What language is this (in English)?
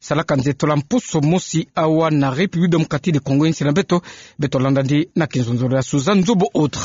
Kituba (Democratic Republic of Congo)